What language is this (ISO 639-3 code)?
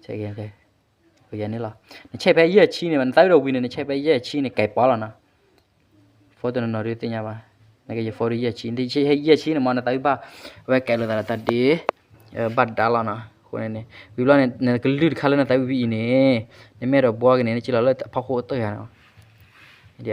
ksw